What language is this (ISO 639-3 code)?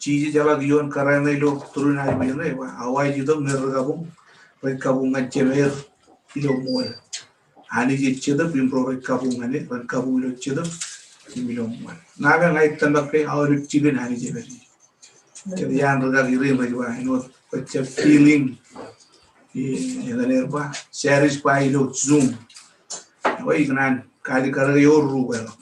mah